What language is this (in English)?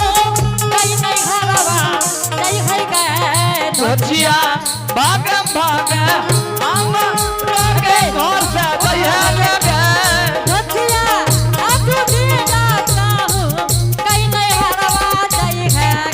Angika